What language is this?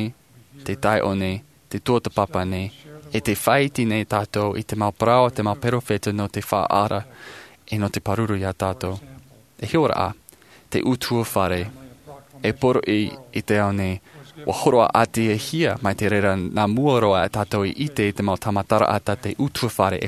Tahitian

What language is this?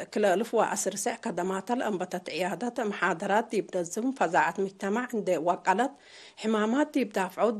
Tigre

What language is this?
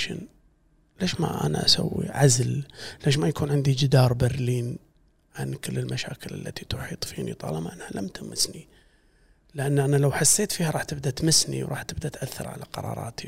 Gulf Arabic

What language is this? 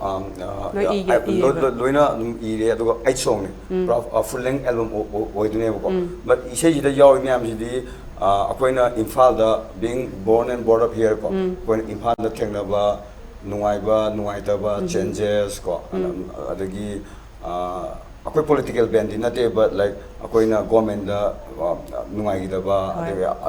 Manipuri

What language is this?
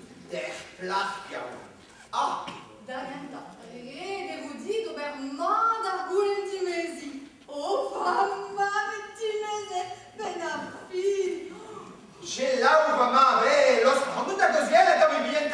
Breton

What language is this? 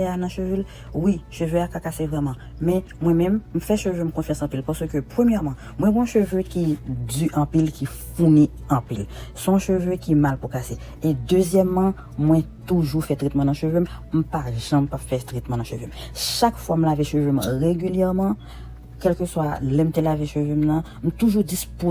Haitian Creole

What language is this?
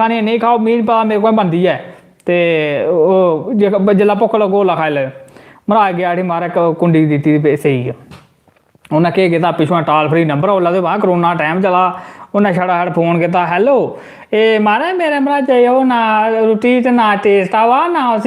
Dogri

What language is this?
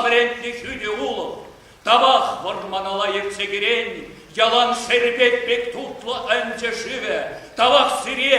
Chuvash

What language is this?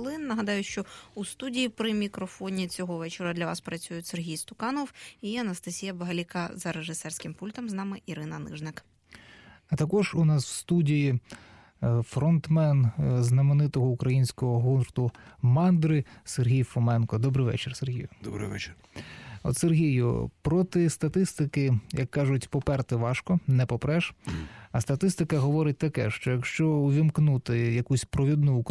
Ukrainian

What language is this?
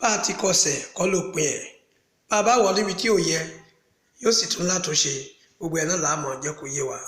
Yoruba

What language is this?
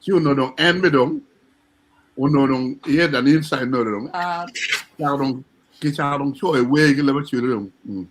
Acoli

